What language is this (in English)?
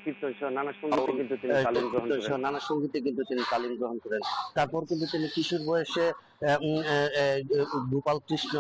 Bangla